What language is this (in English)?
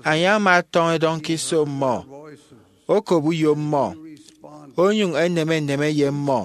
Efik